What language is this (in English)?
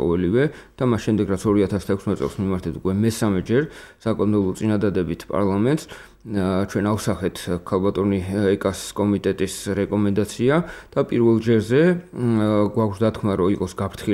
Georgian